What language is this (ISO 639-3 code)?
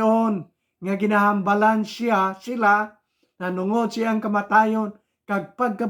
hil